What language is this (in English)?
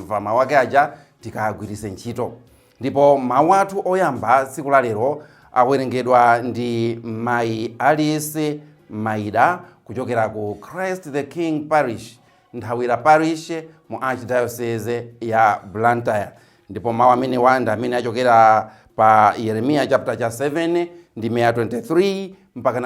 Nyanja